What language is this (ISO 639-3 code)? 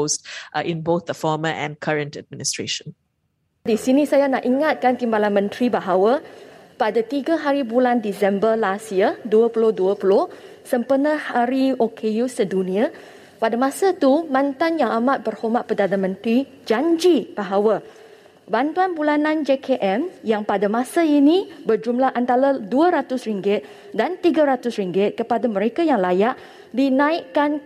msa